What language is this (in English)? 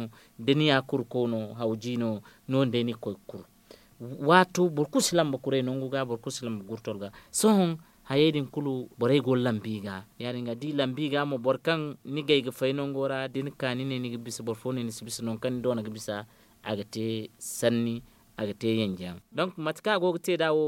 Zarma